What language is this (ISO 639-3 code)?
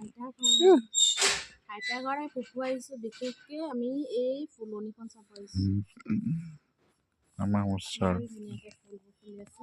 asm